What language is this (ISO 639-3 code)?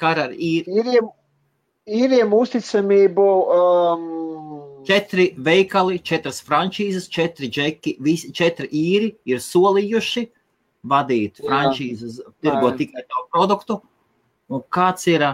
lav